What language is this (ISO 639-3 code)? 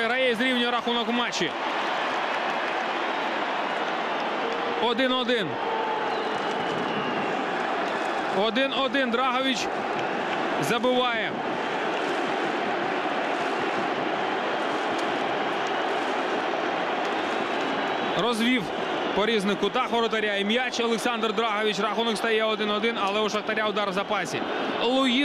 ukr